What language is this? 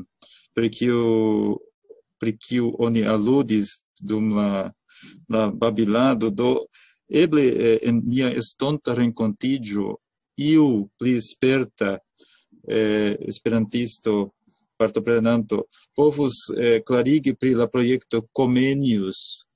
Esperanto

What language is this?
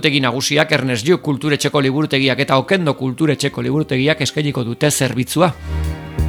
Basque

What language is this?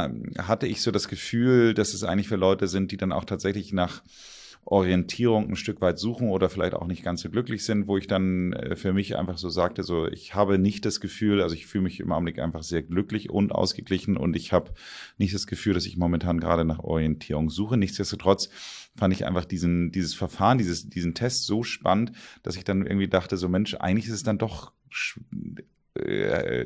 German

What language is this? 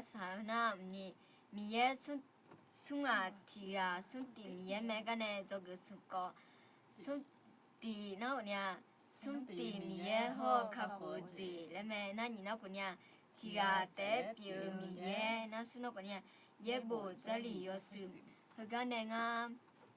Akha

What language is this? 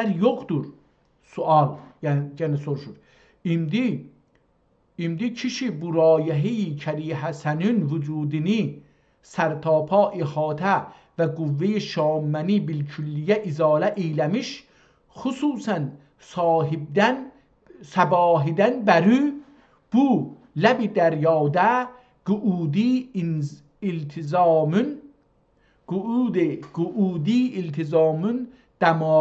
South Azerbaijani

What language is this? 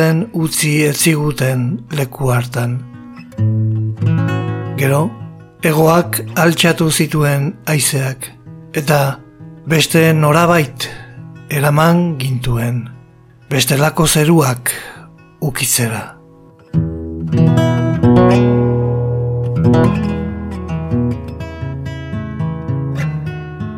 Basque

